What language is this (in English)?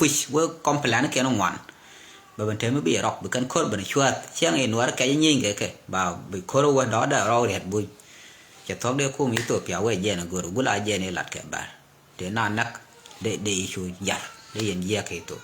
Nuer